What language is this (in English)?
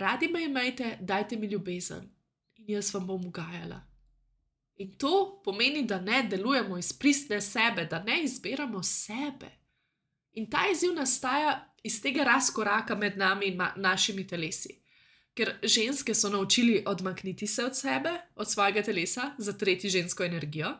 Slovenian